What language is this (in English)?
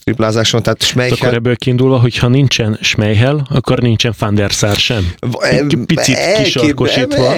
Hungarian